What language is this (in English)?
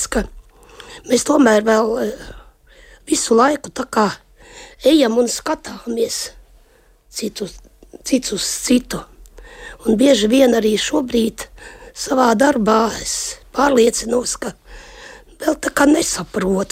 Latvian